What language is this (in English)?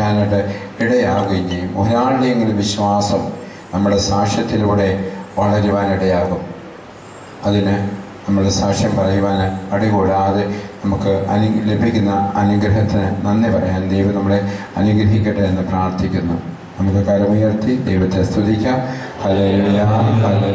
Malayalam